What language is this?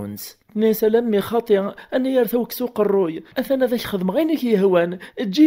Kabyle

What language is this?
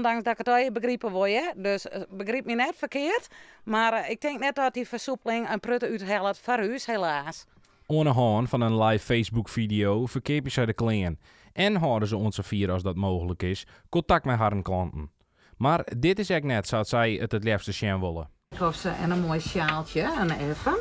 Western Frisian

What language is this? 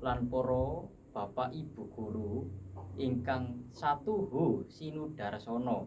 Javanese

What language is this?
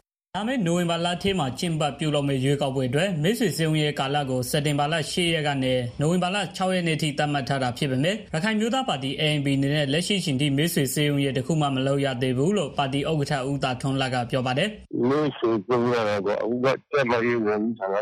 Burmese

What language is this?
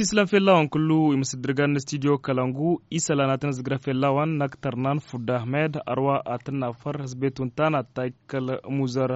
Tamasheq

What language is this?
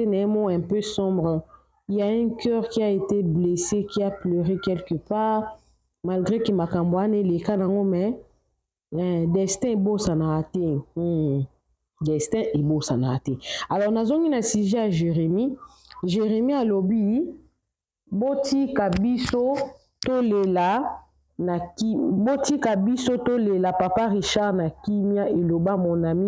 Lingala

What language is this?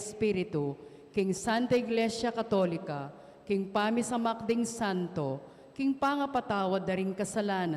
Pampanga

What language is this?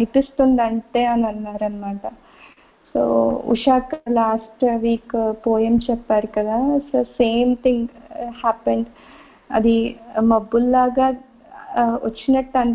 Telugu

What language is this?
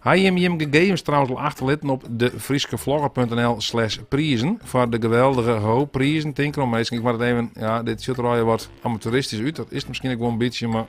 Western Frisian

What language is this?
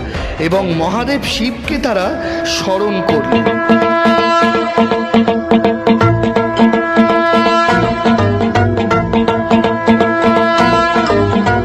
Bangla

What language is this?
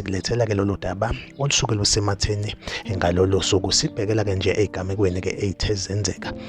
Zulu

